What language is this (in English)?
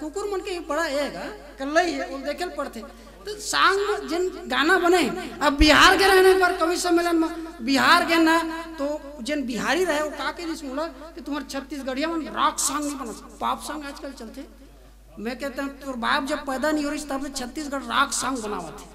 Chhattisgarhi